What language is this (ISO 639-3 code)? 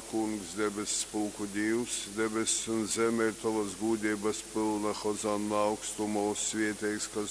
ltg